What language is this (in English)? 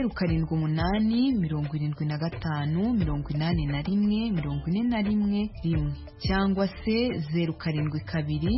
Kinyarwanda